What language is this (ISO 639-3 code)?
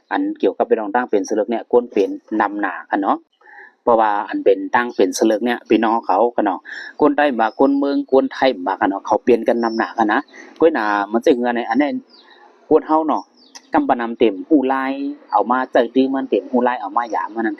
shn